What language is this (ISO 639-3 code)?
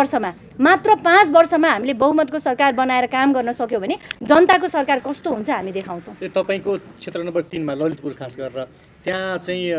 nep